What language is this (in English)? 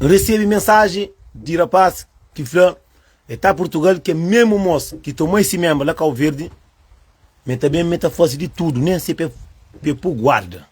Kabuverdianu